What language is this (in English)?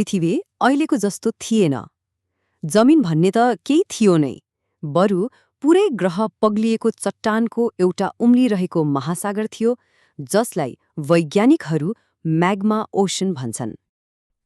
Nepali